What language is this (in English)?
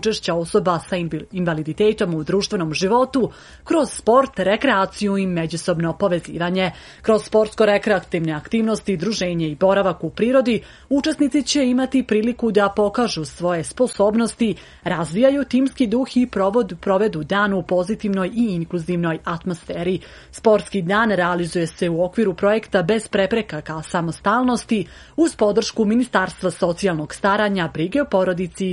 Serbian